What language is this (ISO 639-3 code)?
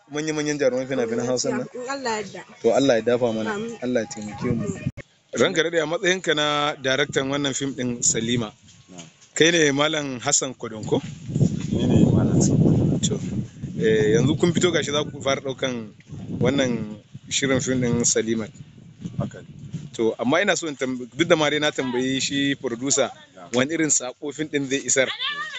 hau